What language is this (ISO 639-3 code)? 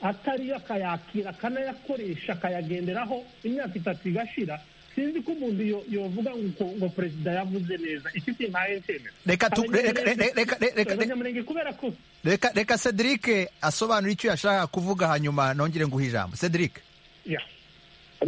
kin